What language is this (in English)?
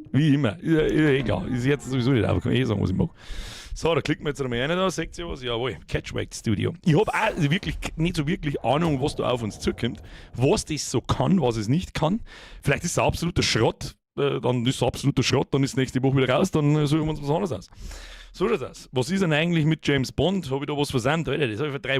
Bavarian